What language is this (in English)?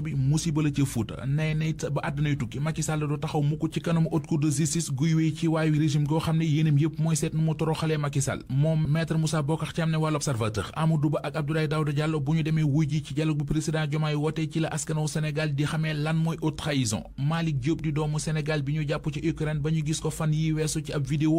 Wolof